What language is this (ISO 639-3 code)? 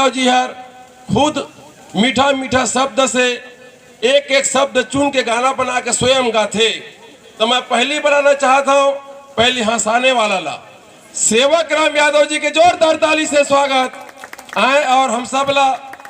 hne